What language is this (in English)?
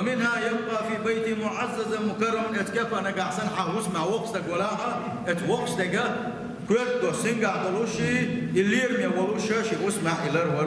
Chechen